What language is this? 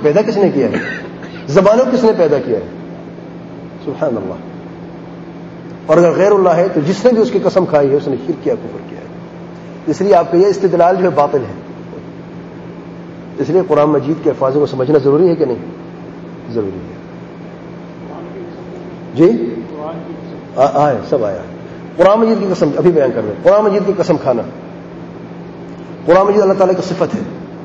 Urdu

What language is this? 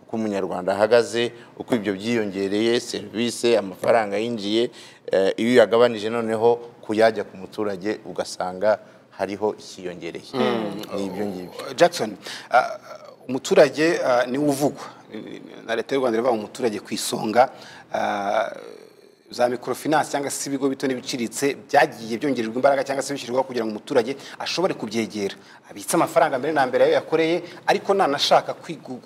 Kinyarwanda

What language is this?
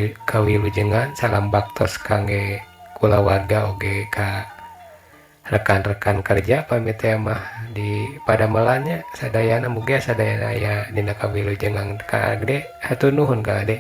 Sundanese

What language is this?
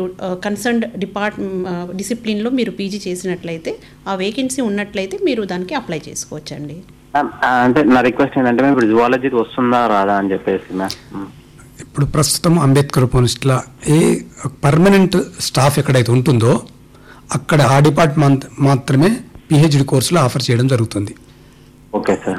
Telugu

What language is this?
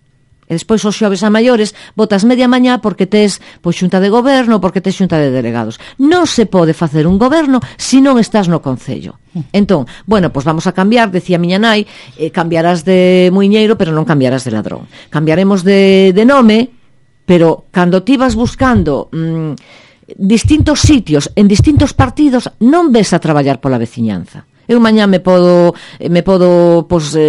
Galician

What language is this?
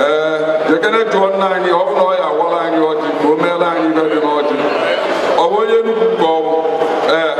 Igbo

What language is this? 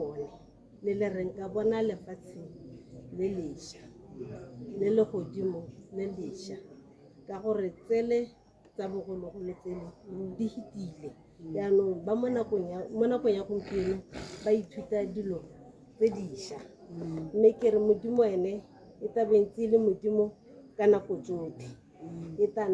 Tswana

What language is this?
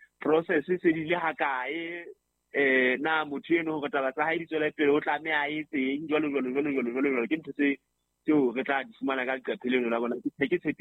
Southern Sotho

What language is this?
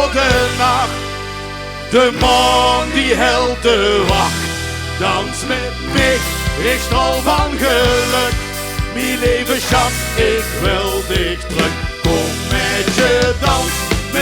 Limburgish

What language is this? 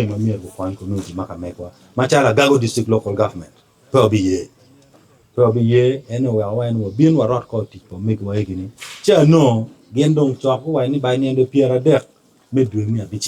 Acoli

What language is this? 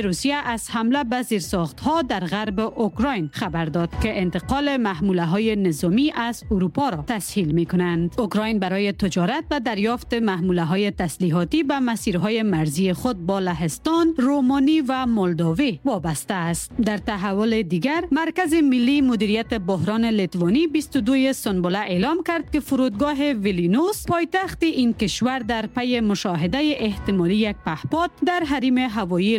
Persian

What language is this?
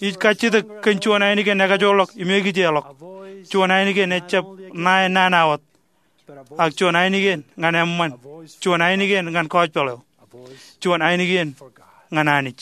Marshallese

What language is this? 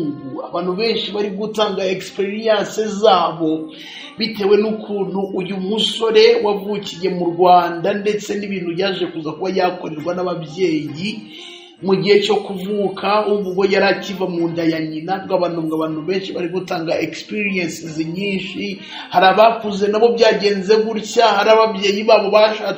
Kinyarwanda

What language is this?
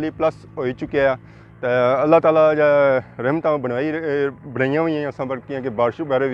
Pahari-Potwari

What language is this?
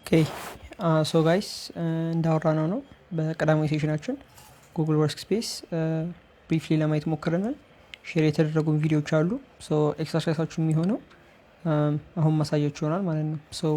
Amharic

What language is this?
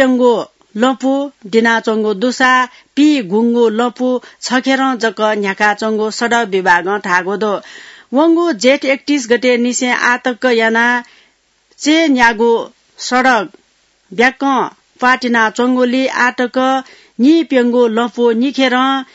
Newari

